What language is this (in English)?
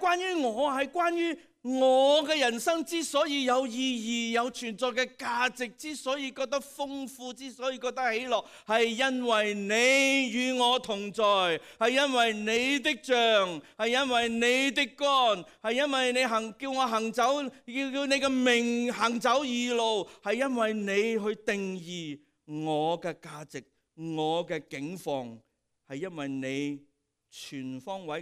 Cantonese